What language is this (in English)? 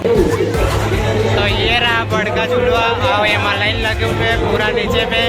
Chhattisgarhi